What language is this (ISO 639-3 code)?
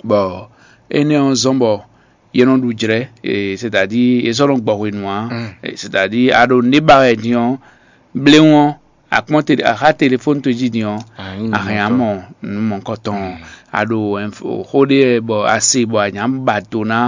fon